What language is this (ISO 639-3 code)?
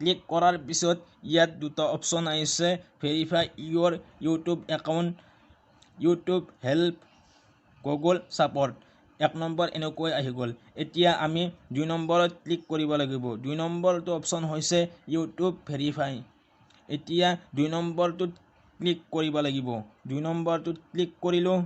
asm